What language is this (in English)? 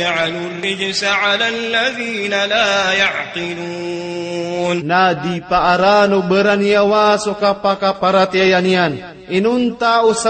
Maranao